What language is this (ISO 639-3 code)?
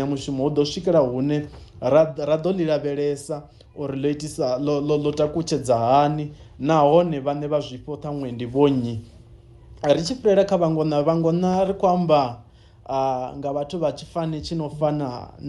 ven